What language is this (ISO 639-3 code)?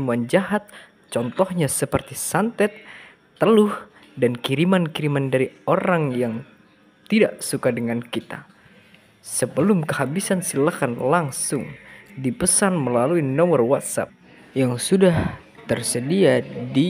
ind